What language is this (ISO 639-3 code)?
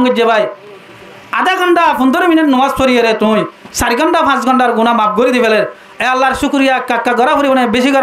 rhg